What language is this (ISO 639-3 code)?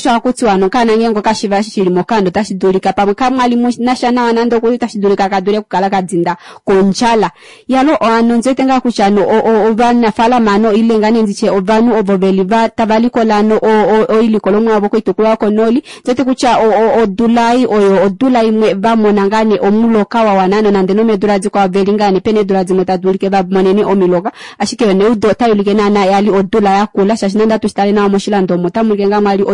kua